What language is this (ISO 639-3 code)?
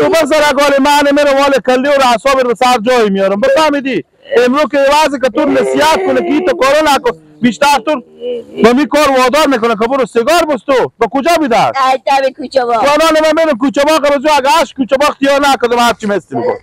fas